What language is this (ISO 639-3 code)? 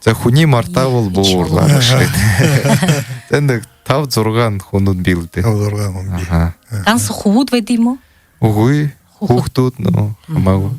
bua